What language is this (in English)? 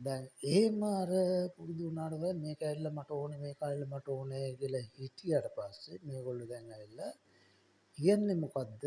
Sinhala